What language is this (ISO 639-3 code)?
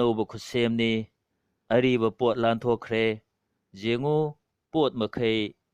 mni